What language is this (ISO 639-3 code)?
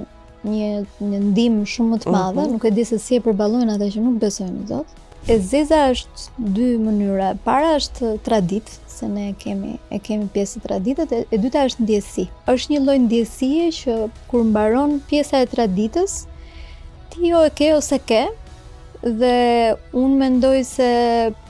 sqi